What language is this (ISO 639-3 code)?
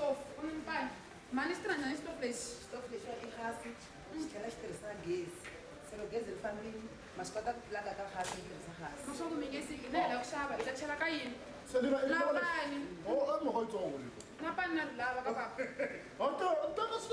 tso